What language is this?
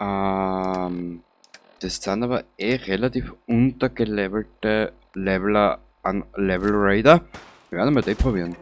Bavarian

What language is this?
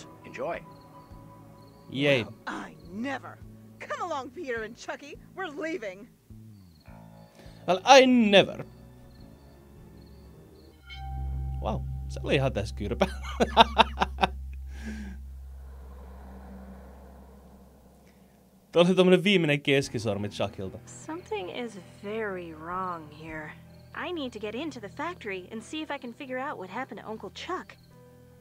Finnish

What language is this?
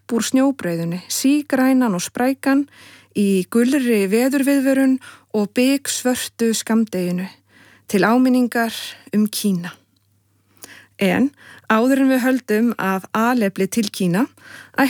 Icelandic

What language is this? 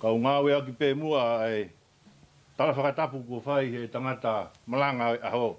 Tongan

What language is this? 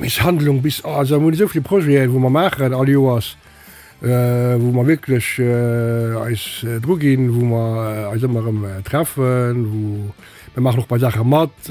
Luxembourgish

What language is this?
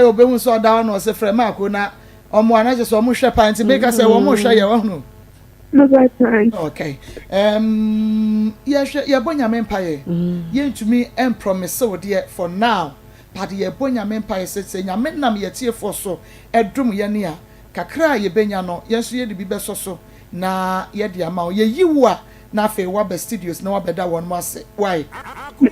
Akan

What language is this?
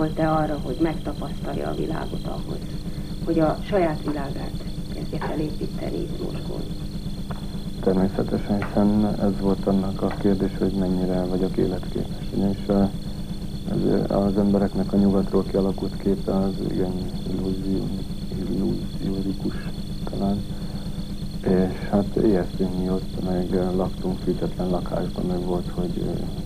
Hungarian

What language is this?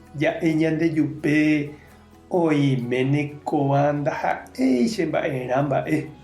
Guarani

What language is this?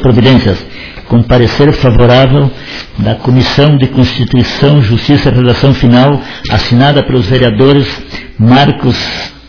Portuguese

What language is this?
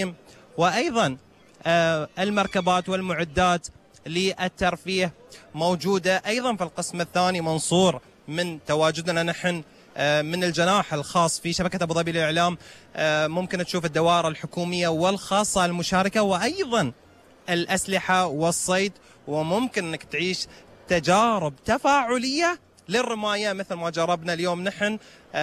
Gulf Arabic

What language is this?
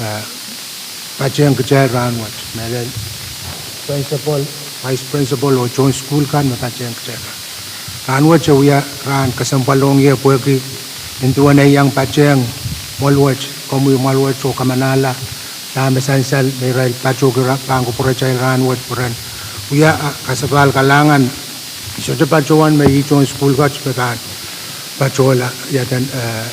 Pohnpeian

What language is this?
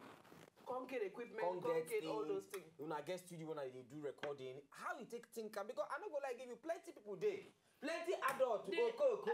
Nigerian Pidgin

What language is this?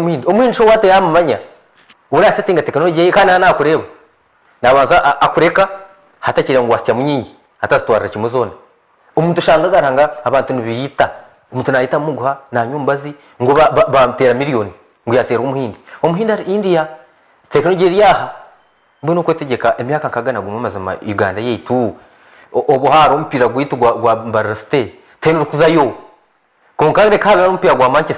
Nyankole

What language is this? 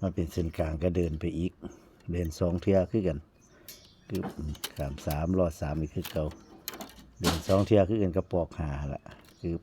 Northeastern Thai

